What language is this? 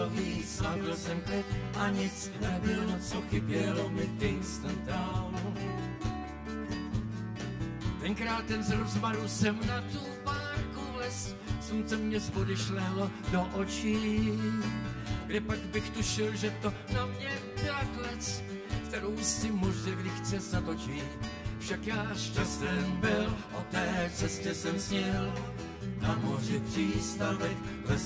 Czech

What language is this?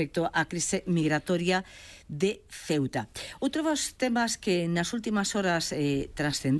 Galician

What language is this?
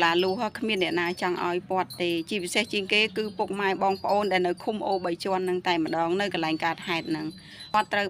Khmer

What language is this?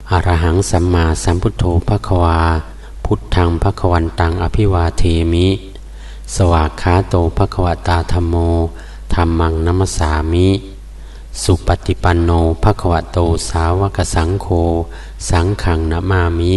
Pali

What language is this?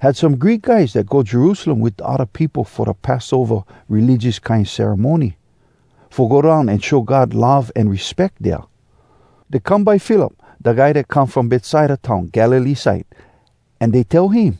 Hawai'i Creole English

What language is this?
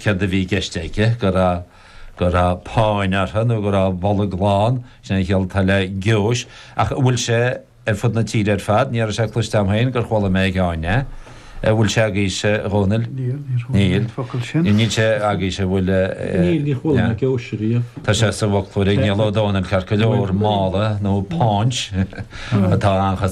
Irish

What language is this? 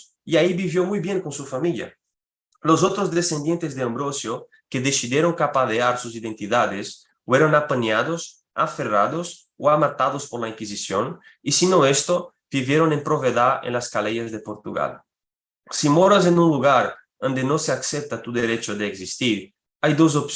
Ladino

